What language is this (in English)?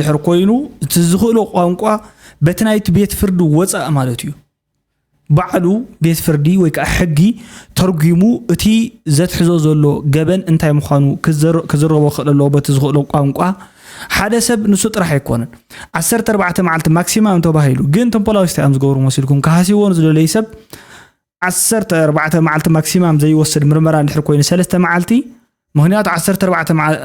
Tigrinya